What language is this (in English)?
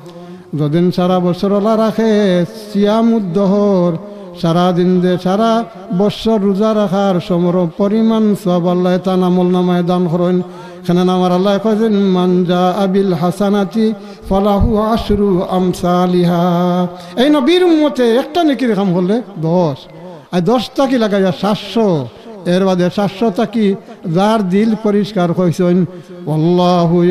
Sylheti